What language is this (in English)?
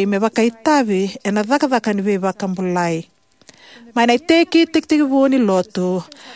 Fijian